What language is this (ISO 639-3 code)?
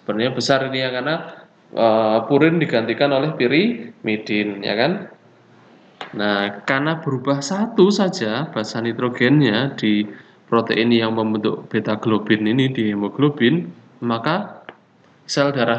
ind